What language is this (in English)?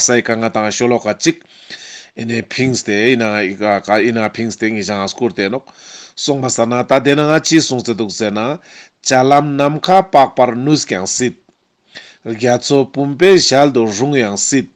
Ladakhi